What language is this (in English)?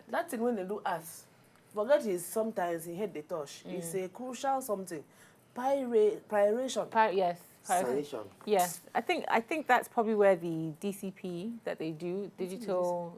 Nigerian Pidgin